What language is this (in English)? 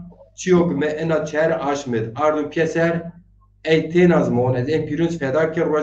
Zaza